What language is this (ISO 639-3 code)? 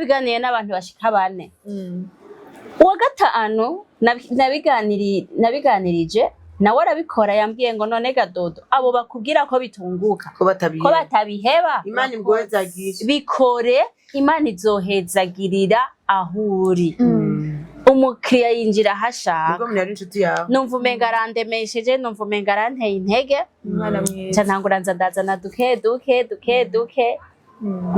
run